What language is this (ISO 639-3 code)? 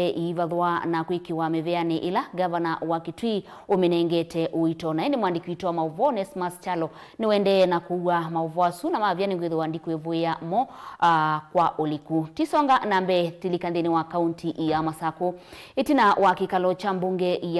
kam